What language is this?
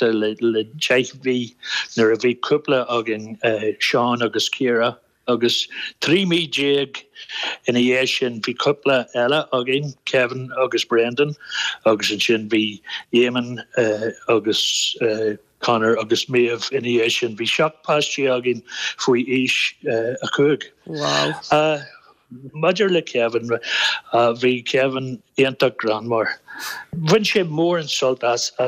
Irish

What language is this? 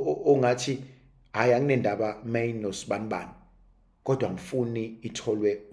Zulu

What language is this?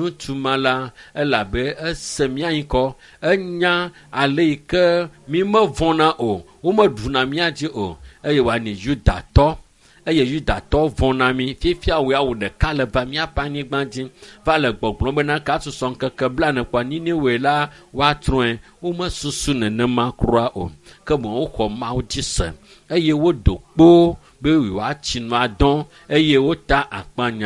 Ewe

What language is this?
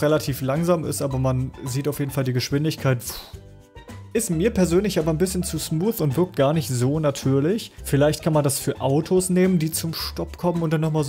German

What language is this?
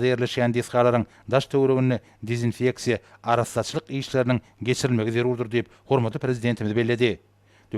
Turkmen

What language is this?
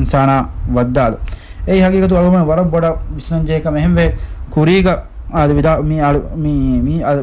Divehi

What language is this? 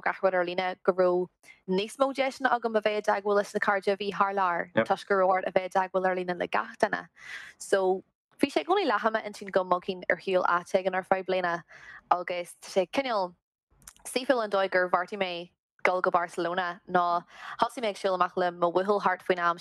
Irish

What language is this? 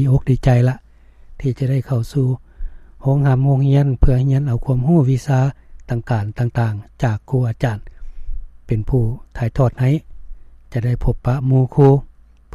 Lao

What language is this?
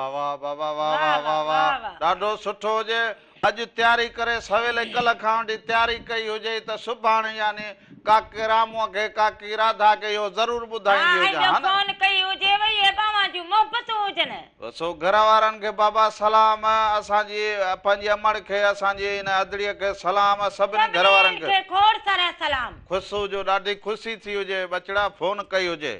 Sindhi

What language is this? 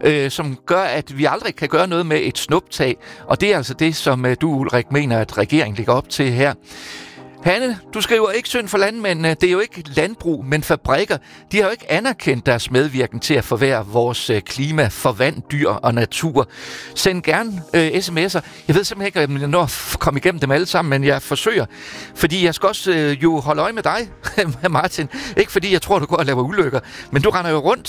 Danish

